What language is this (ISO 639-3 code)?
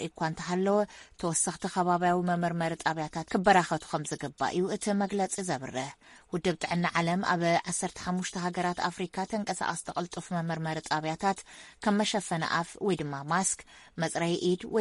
tir